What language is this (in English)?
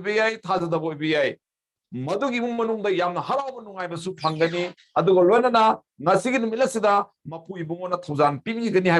Manipuri